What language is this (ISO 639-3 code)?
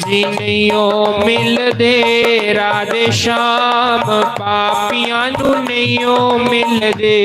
doi